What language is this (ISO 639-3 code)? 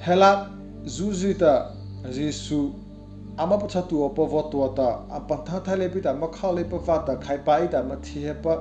mrh